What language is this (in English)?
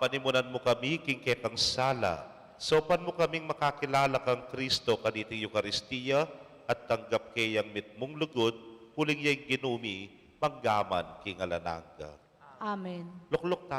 Pampanga